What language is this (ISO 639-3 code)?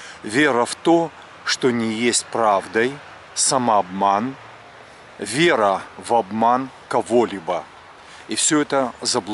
rus